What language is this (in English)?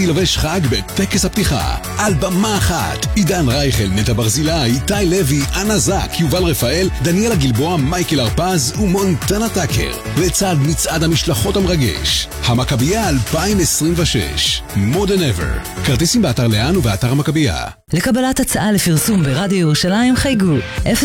Hebrew